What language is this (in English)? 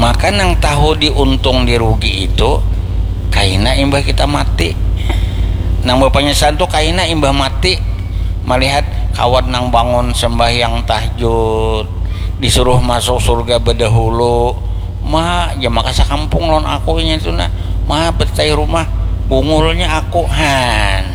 Banjar